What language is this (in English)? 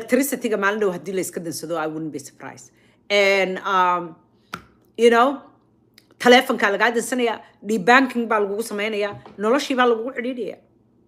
Somali